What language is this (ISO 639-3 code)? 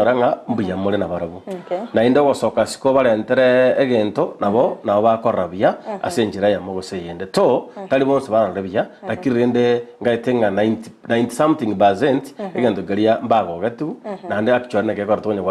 guz